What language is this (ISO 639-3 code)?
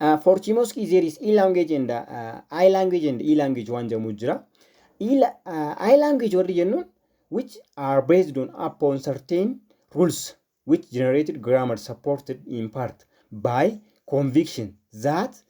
orm